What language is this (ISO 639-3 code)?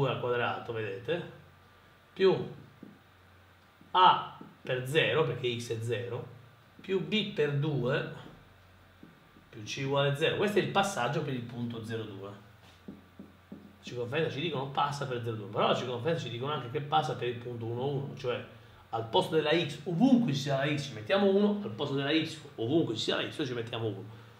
ita